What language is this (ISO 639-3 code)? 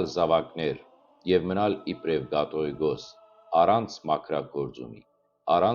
hyw